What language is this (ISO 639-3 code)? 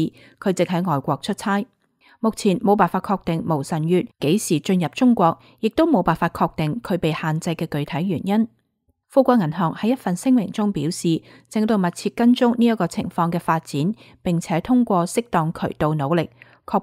yue